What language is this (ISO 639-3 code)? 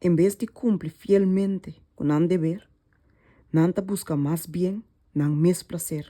pap